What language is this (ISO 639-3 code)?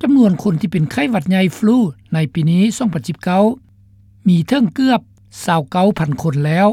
lao